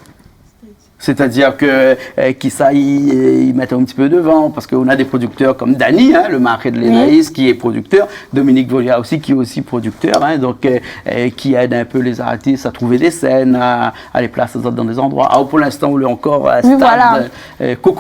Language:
Réunion Creole French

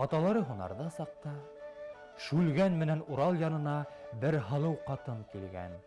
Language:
Bashkir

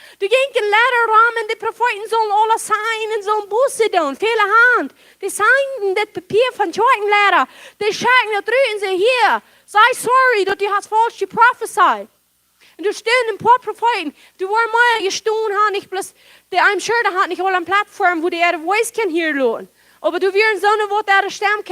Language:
Plautdietsch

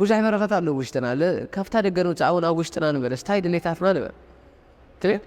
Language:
Tigrinya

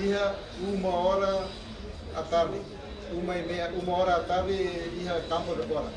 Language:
Tetum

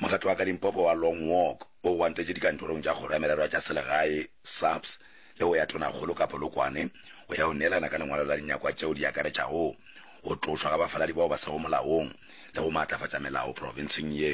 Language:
Northern Sotho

